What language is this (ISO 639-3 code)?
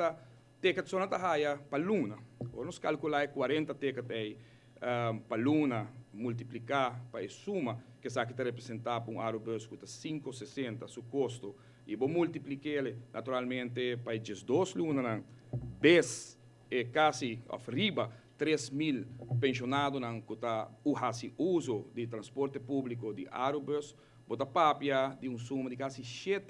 pap